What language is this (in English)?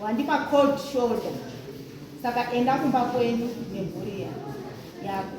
Shona